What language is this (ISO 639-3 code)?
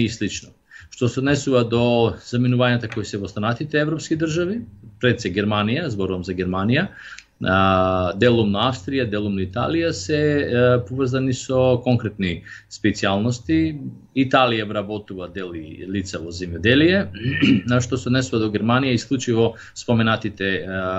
mkd